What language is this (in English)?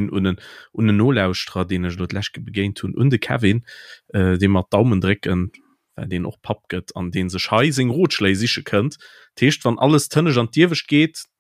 Luxembourgish